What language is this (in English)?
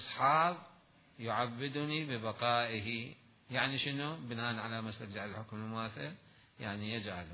Mesopotamian Arabic